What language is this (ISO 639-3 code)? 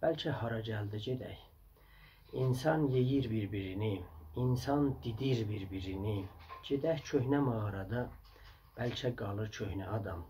azb